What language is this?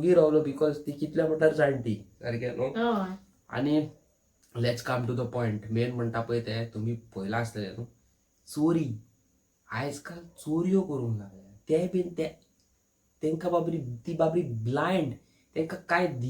Konkani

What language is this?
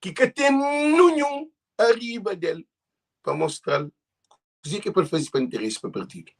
Kabuverdianu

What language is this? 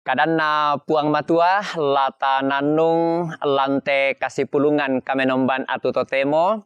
Toraja-Sa'dan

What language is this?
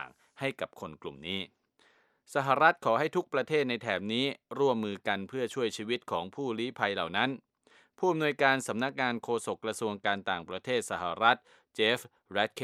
Thai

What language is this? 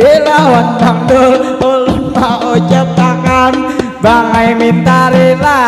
Banjar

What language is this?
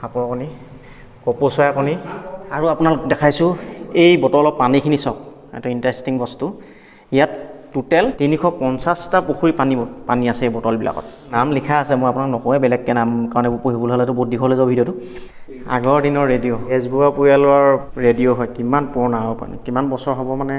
Assamese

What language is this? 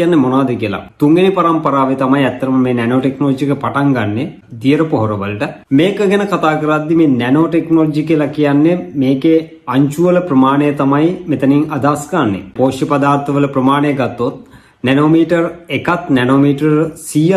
Sinhala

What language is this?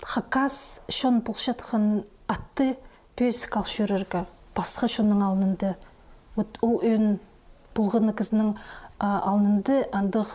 Khakas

